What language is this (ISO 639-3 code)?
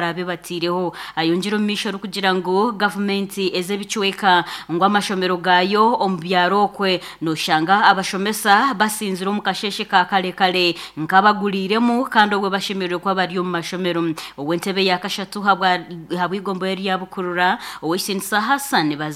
nyn